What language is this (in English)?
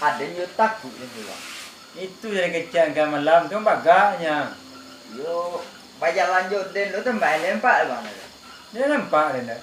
Minangkabau